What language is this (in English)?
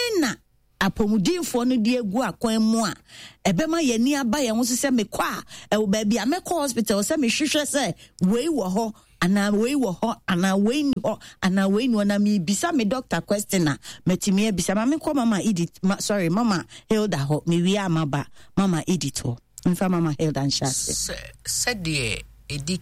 Akan